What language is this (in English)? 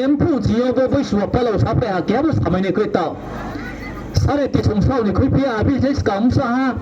Riang (India)